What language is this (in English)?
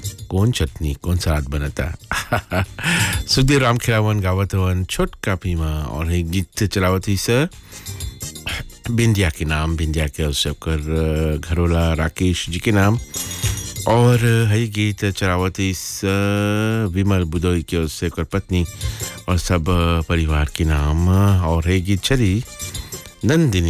Bhojpuri